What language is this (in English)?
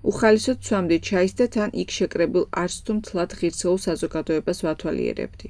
Georgian